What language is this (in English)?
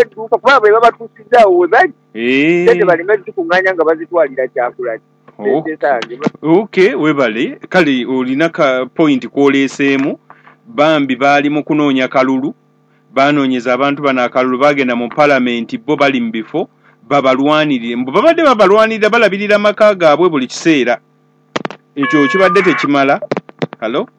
Ganda